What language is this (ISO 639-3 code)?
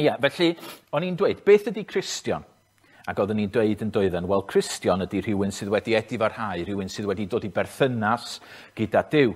cym